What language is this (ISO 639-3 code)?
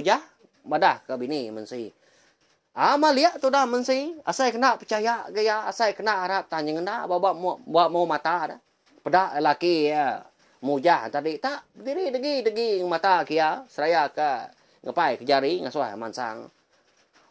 iba